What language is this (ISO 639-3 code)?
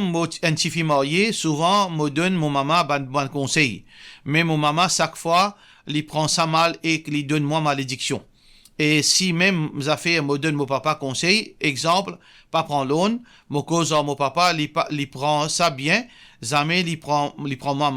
mfe